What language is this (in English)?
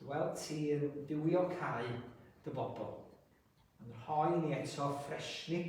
Welsh